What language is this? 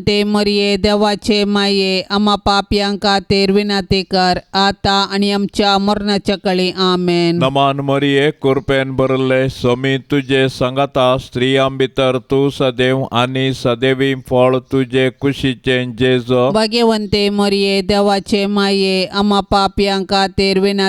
Konkani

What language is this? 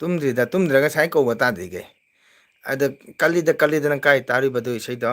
Manipuri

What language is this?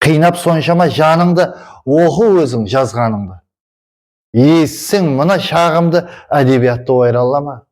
Kara-Kalpak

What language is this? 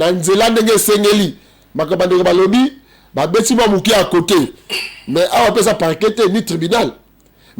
Lingala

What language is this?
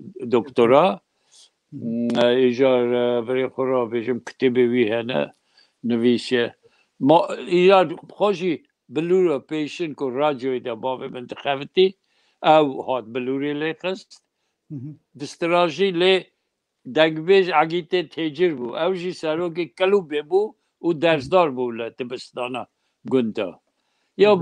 Kurdish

